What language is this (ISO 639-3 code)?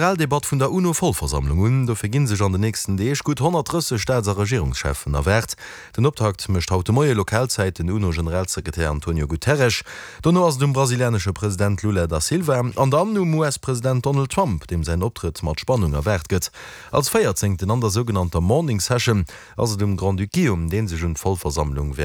ltz